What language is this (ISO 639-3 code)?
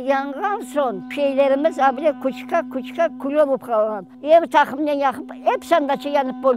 crh